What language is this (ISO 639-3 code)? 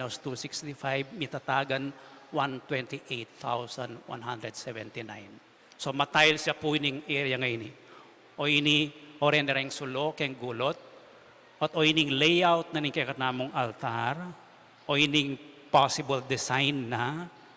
pam